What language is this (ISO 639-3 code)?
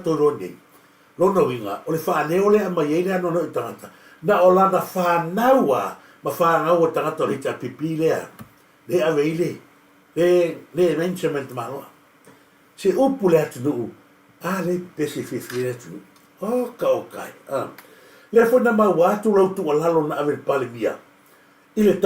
smo